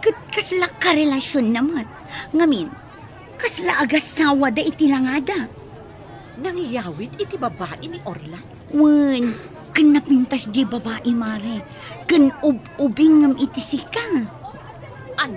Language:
Iloko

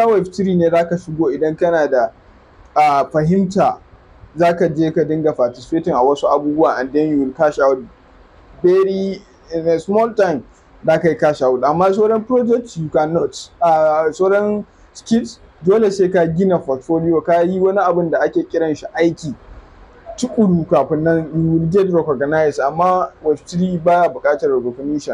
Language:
Hausa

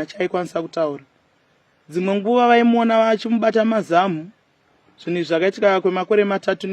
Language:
Shona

